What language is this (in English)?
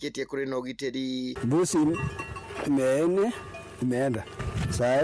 Kikuyu